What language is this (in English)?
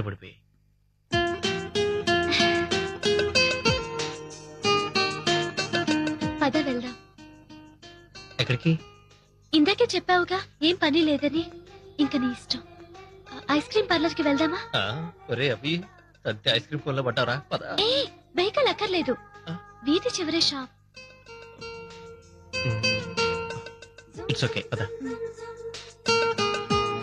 Telugu